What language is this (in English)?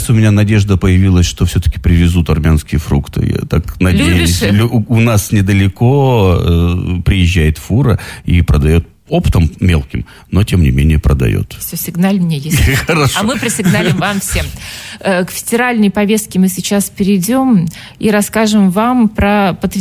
Russian